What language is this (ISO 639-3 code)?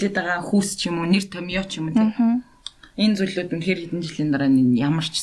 mon